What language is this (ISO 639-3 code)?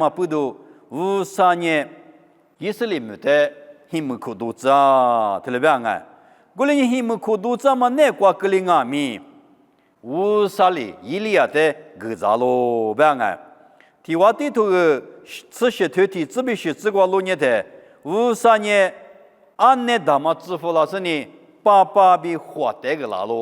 lis